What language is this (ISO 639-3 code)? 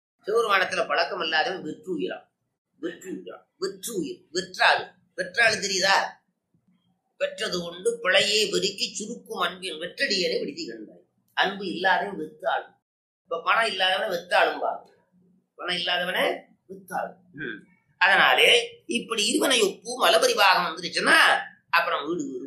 tam